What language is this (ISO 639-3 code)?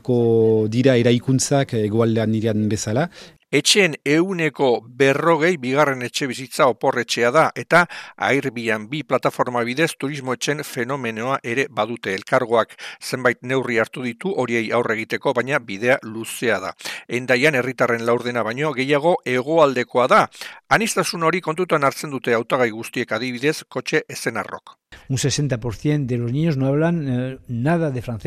eus